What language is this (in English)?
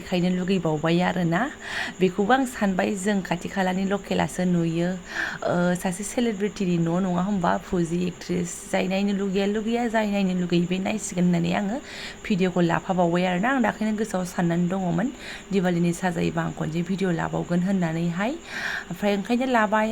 Bodo